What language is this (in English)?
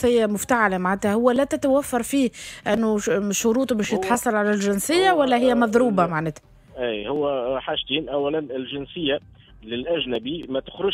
Tunisian Arabic